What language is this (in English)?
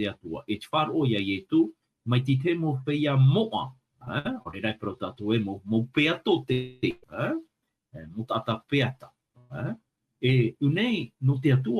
Tahitian